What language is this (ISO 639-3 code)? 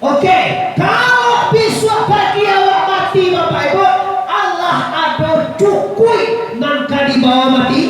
min